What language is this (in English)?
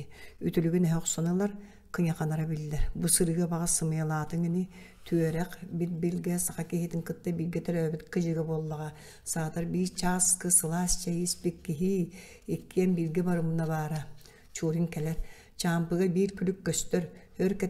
Yakut